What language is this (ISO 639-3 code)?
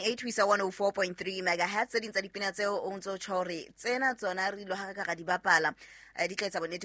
sot